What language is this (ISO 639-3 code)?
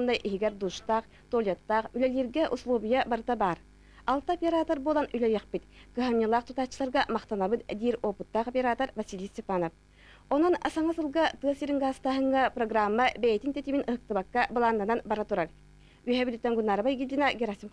sah